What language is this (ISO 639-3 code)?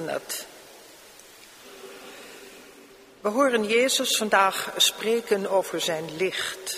nld